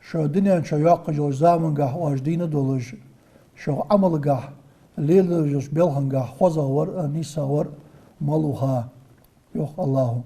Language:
Ingush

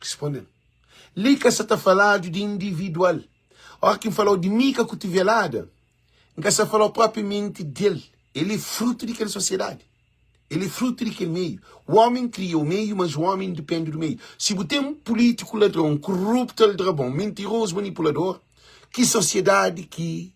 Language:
Kabuverdianu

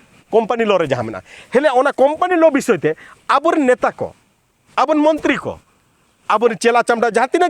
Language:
Santali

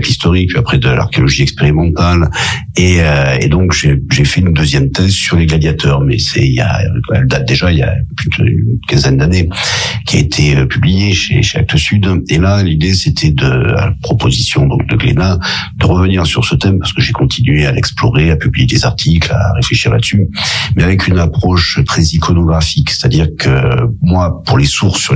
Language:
French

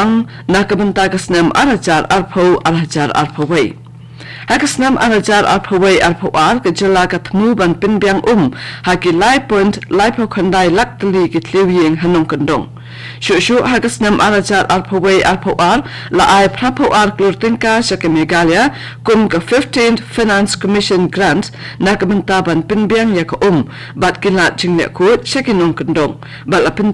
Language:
Khasi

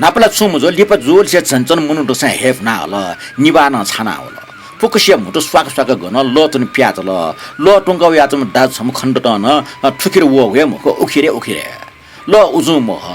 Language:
Newari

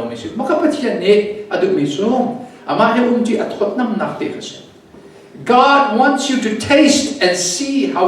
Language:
Hakha Chin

